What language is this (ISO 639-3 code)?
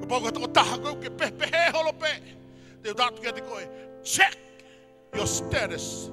ton